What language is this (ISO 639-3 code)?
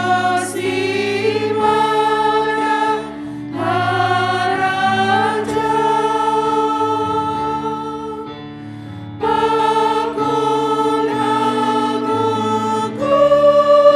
bts